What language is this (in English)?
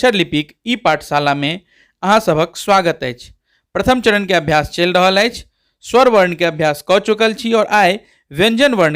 Maithili